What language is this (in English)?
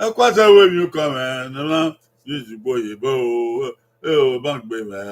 Bini